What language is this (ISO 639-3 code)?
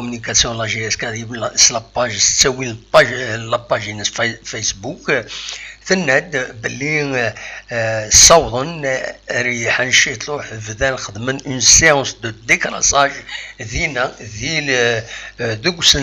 kab